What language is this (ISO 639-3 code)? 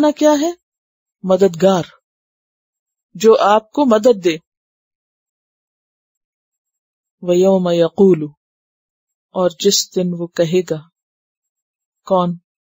urd